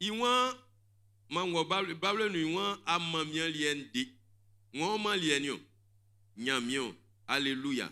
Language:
Baoulé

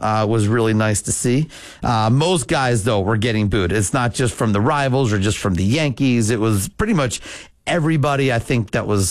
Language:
English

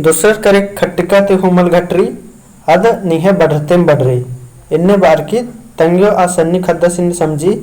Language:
Kurukh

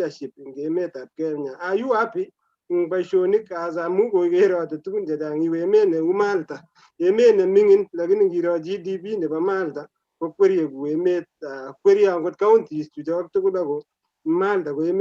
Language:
Kalenjin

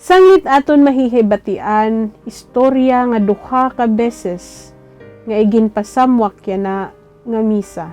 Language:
Waray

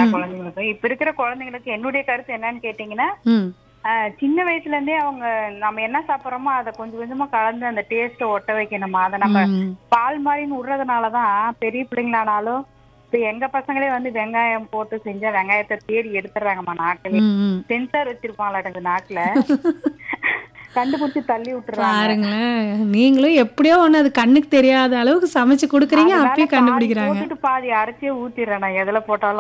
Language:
Tamil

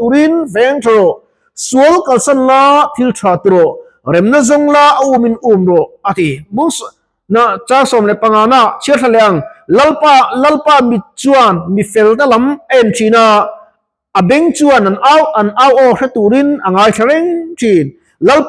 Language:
Mizo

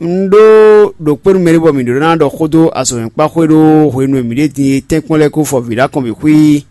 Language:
Fon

